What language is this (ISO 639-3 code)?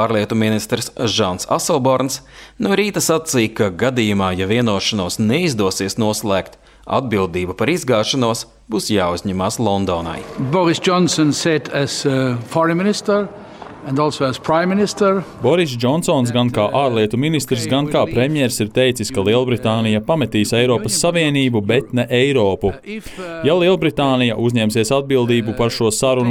lav